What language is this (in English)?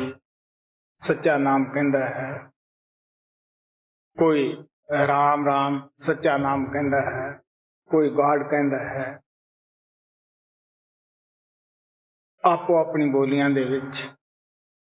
Punjabi